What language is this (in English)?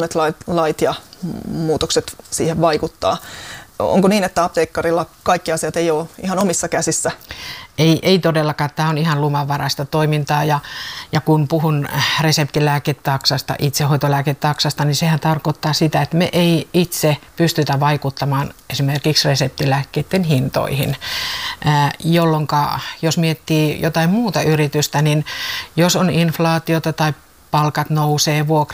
Finnish